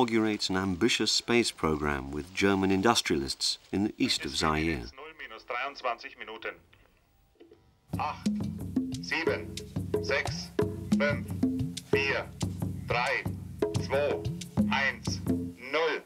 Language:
French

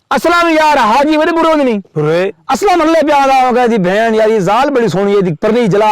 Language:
Saraiki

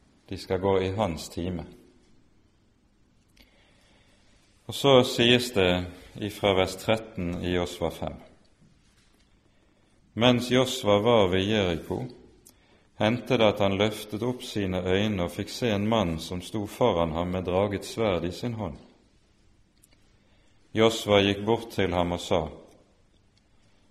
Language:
Norwegian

